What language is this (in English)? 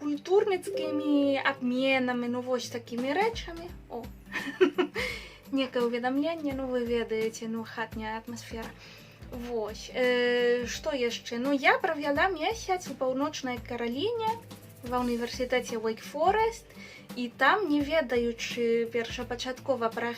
Belarusian